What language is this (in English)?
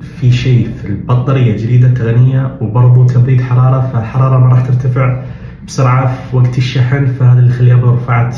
Najdi Arabic